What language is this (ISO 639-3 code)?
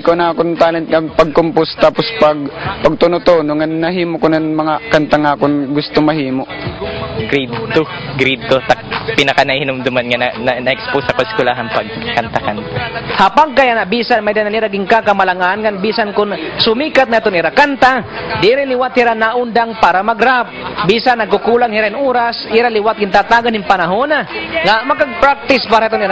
war